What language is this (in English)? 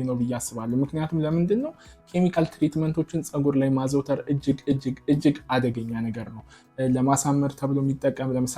Amharic